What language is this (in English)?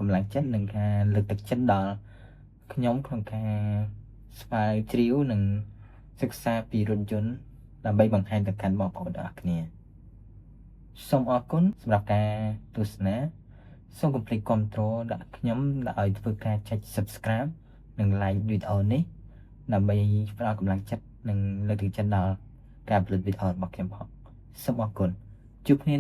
Khmer